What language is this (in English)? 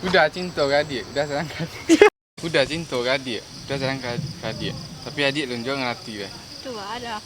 Minangkabau